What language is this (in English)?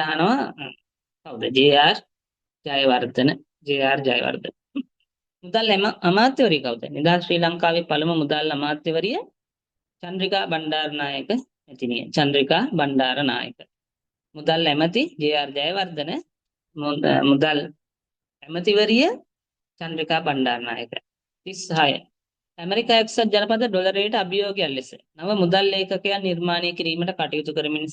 Sinhala